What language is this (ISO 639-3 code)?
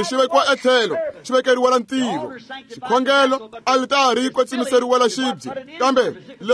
tso